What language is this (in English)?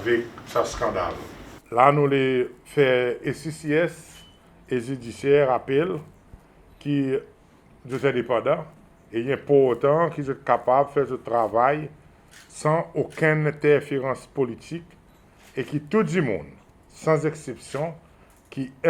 Seselwa Creole French